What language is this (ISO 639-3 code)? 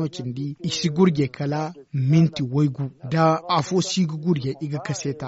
dje